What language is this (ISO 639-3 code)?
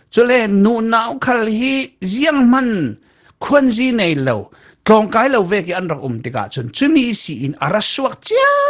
cfm